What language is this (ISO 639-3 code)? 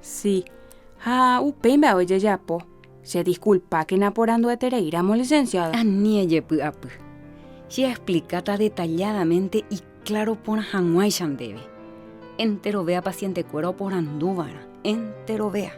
grn